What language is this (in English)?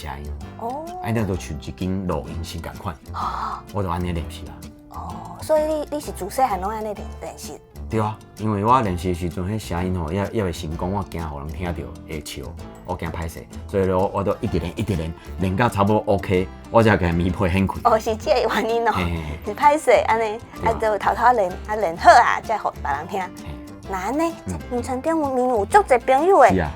Min Nan Chinese